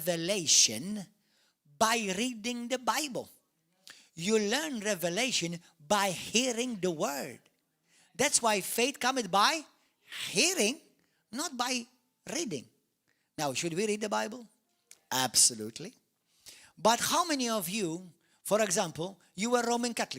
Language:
English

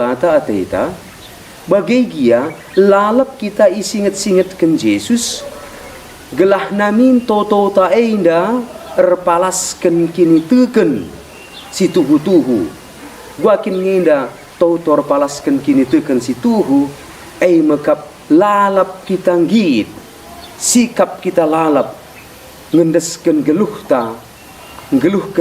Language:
Batak Karo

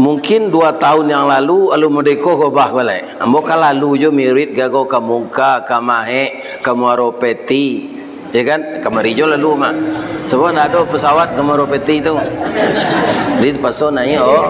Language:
Minangkabau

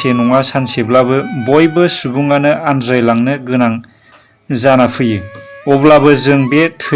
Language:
Bodo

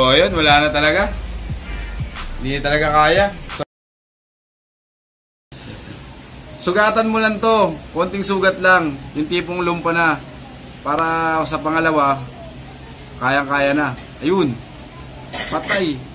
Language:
Filipino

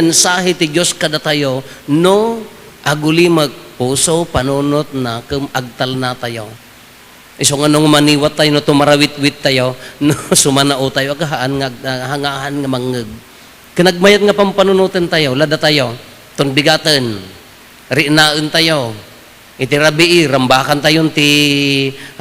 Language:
Iloko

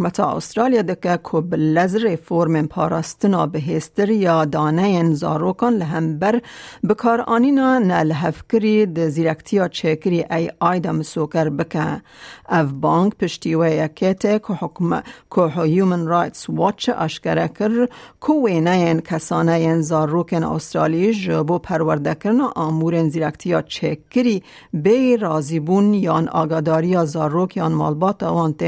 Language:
Kurdish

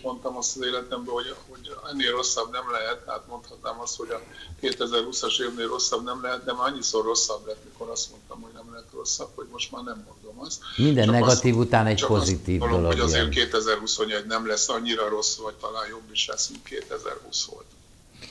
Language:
Hungarian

